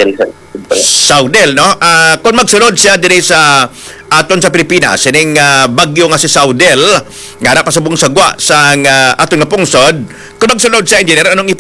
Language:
Hiligaynon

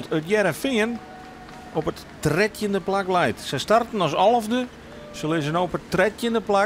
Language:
Western Frisian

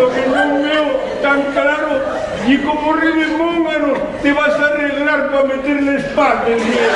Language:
Asturian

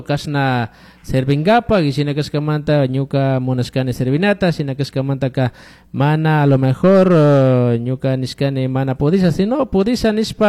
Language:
Chimborazo Highland Quichua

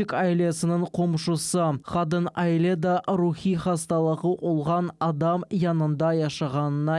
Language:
Crimean Tatar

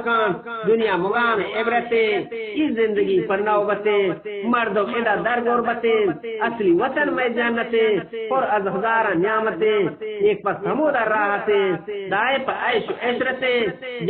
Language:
Eastern Balochi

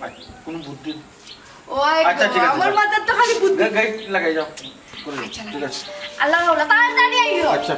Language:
Sylheti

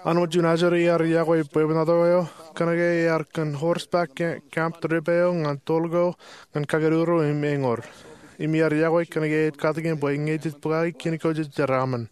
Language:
Marshallese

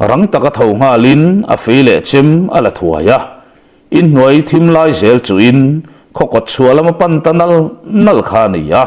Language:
Mizo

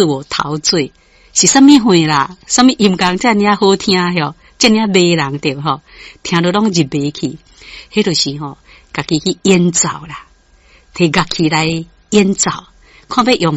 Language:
Min Nan Chinese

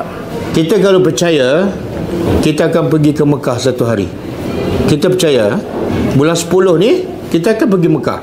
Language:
Malay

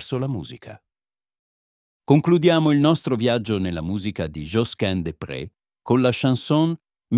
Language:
Italian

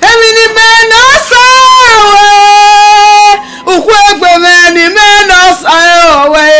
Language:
Bini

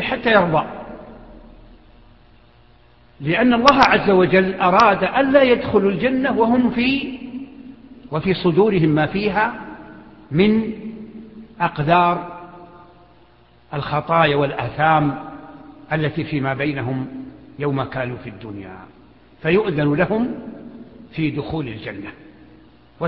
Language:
Arabic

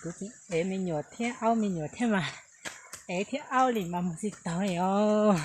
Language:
Hmong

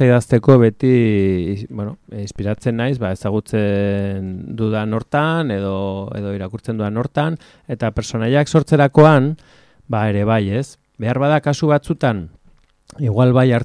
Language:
Basque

